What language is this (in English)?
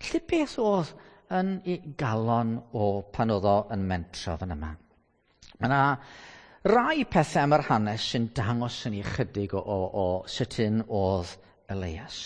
Welsh